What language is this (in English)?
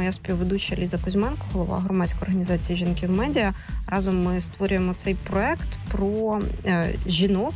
Ukrainian